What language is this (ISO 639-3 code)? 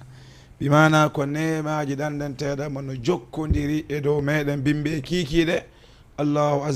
ful